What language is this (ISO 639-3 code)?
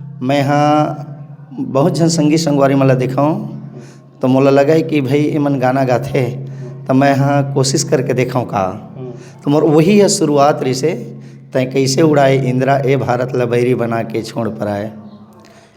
hne